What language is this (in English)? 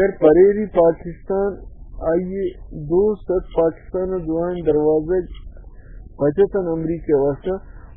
Baluchi